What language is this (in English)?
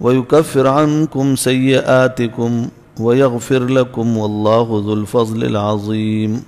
Pashto